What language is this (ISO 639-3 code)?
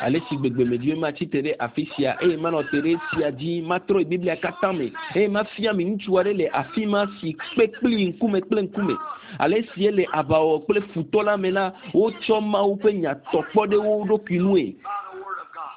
ewe